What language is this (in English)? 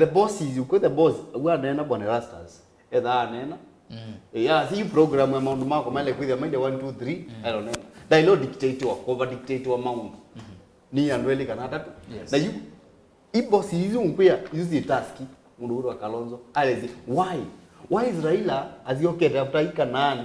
Kamba